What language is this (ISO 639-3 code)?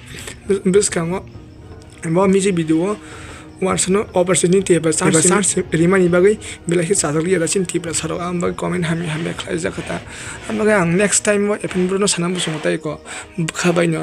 trp